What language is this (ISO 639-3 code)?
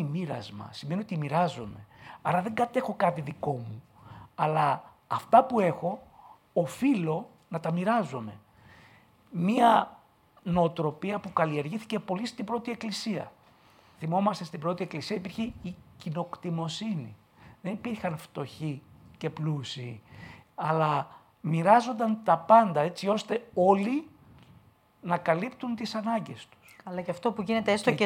ell